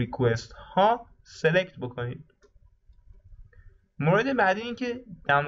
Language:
Persian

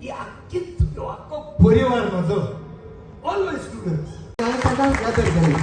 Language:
Konkani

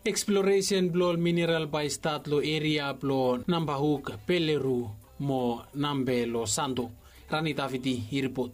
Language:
Bislama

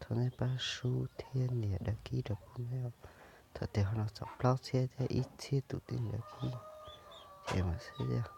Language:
Hmong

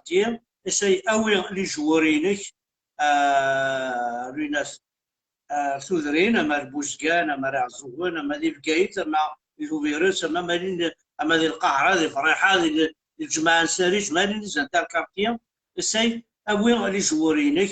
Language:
Kabyle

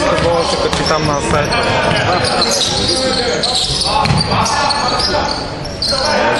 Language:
Bulgarian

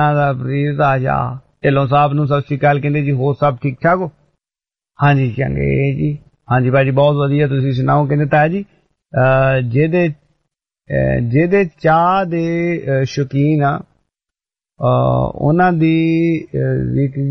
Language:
Punjabi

